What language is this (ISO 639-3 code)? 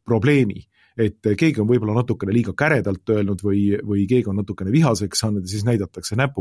est